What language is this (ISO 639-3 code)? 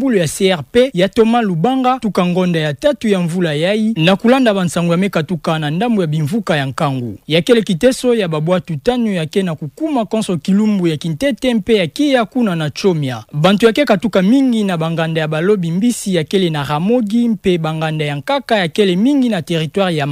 ktu